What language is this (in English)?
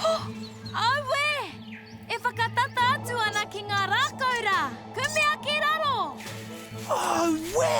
Māori